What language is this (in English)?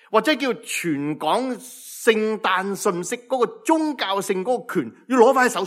Cantonese